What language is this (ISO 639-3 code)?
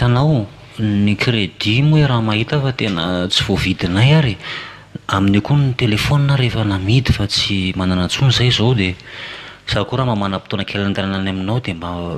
mlg